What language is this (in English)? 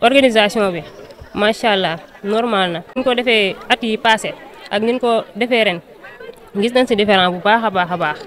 Wolof